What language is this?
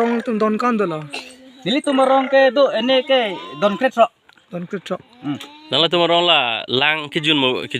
Karbi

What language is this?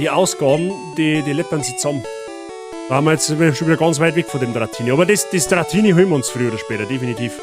Bavarian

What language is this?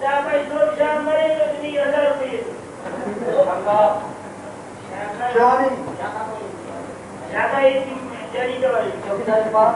Brahui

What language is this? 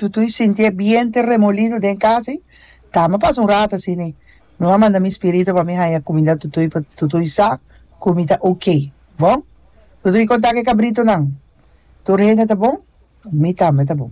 Papiamento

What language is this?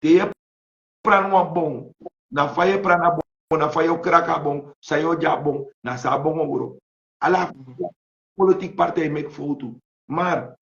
Sranan Tongo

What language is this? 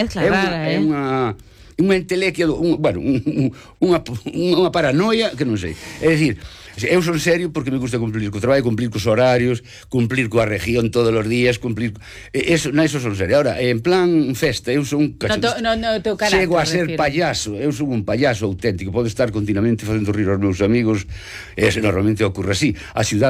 Galician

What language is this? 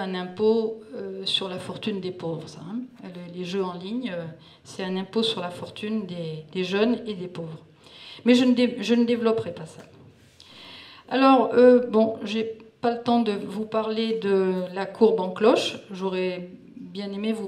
French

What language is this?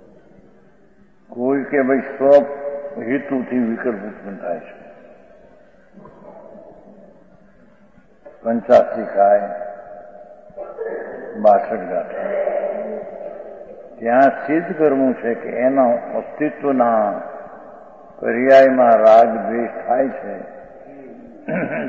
Gujarati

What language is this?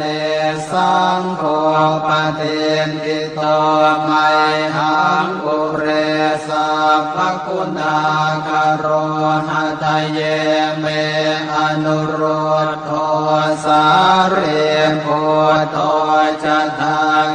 Pali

